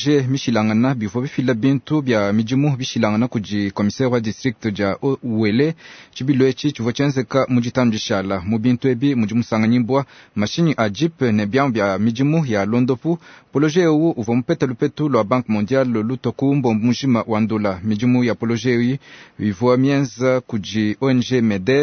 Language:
Luba-Lulua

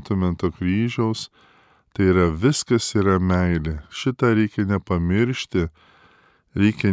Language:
Lithuanian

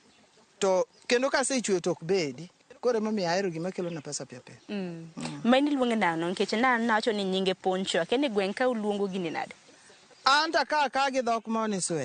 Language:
Luo (Kenya and Tanzania)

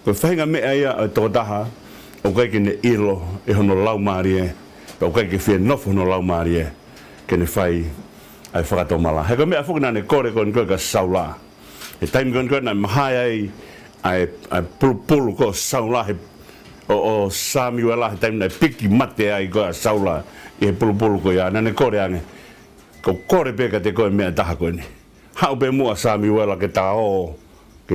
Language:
Tongan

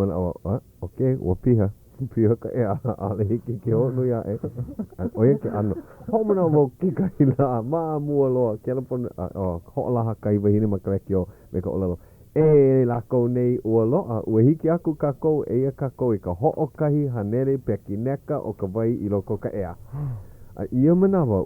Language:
Hawaiian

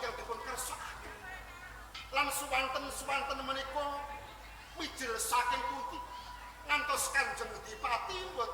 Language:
Javanese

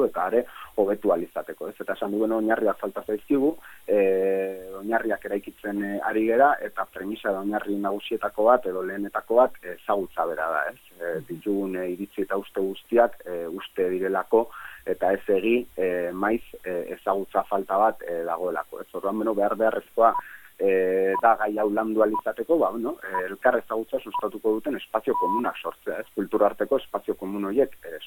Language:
Basque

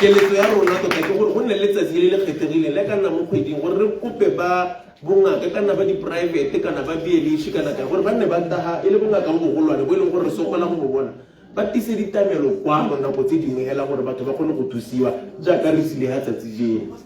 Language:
Tswana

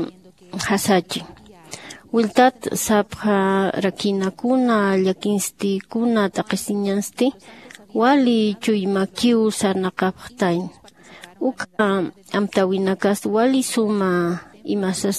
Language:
Aymara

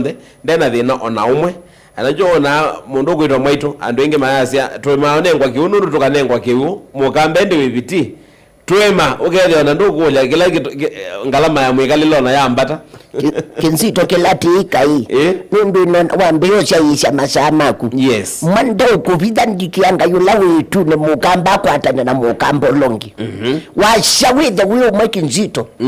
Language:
Kamba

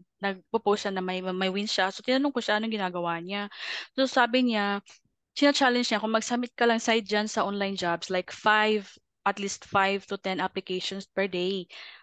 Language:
Filipino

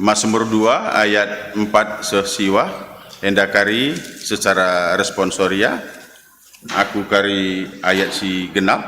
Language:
Batak Karo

